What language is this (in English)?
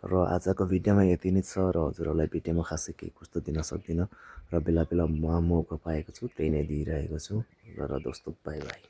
Nepali